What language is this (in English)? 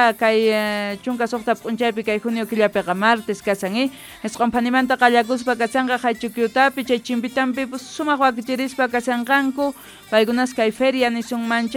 South Bolivian Quechua